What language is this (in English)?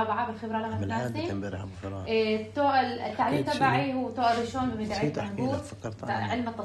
North Levantine Arabic